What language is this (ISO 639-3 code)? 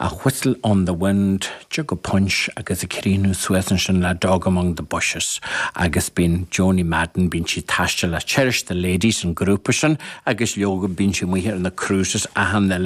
gle